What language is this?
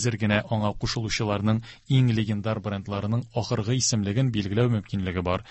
Tatar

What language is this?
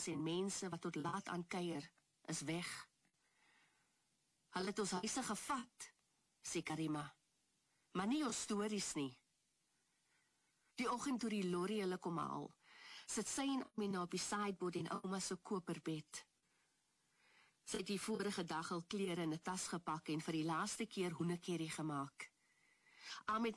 Afrikaans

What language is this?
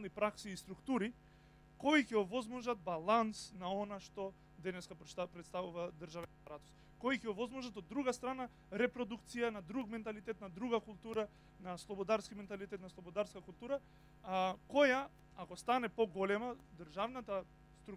Macedonian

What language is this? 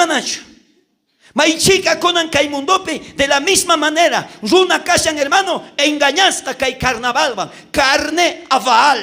South Bolivian Quechua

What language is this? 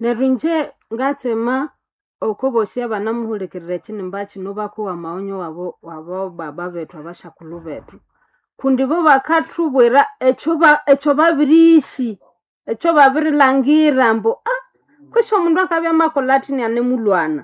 Nande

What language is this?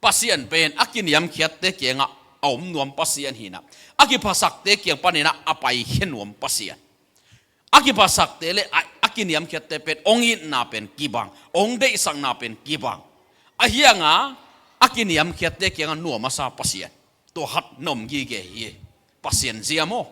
Tedim Chin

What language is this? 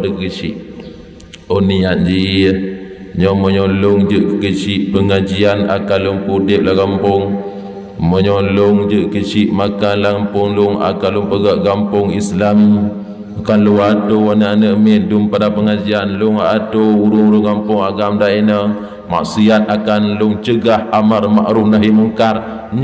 Achinese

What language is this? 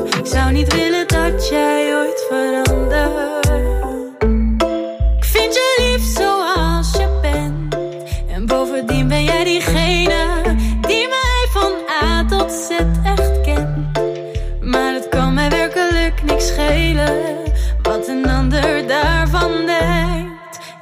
Dutch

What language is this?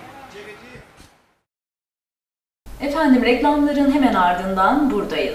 Turkish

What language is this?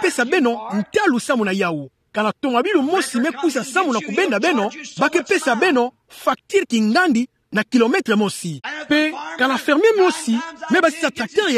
Kituba (Democratic Republic of Congo)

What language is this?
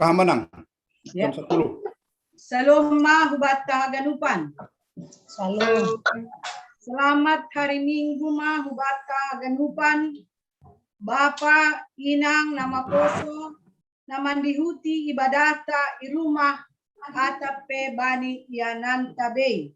Batak Simalungun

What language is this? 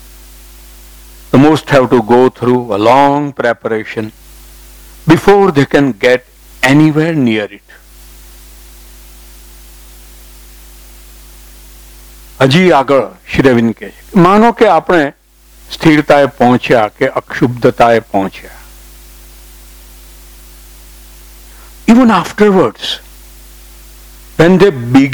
Gujarati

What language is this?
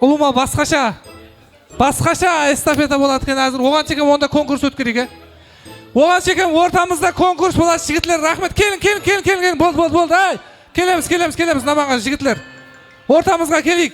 Kara-Kalpak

